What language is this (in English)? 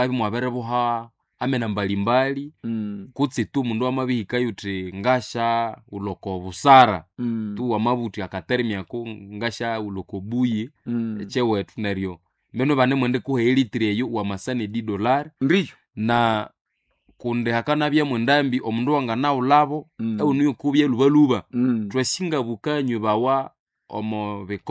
Nande